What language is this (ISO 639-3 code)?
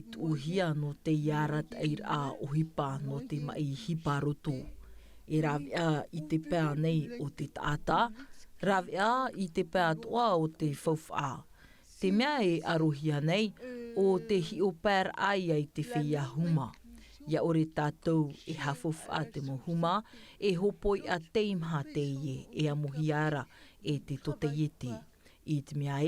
tah